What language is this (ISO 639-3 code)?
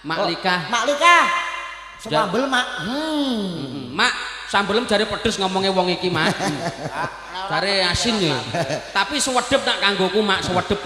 jav